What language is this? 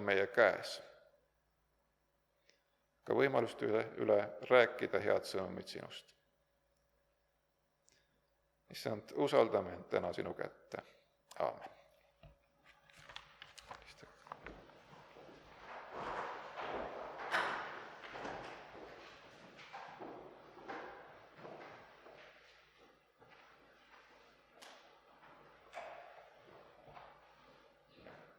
Estonian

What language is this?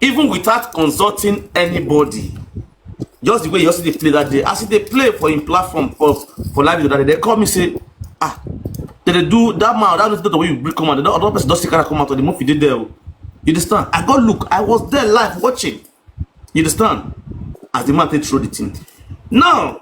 Nigerian Pidgin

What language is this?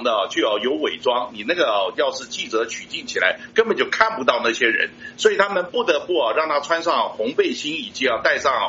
Chinese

